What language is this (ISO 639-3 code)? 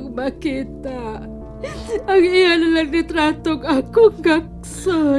ceb